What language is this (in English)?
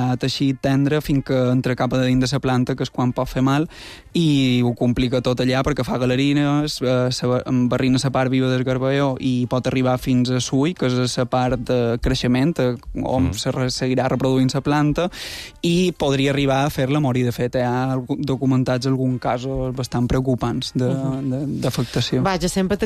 Catalan